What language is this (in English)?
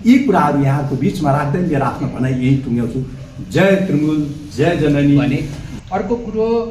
Nepali